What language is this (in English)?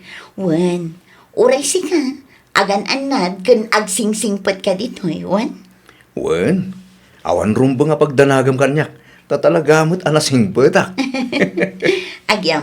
Iloko